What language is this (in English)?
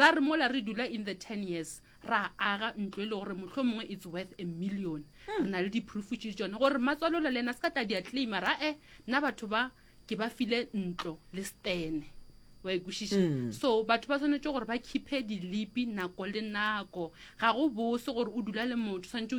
Northern Sotho